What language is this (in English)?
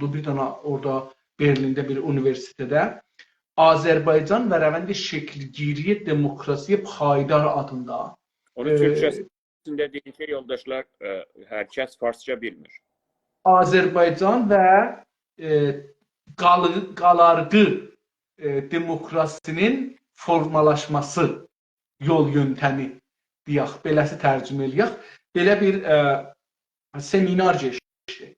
South Azerbaijani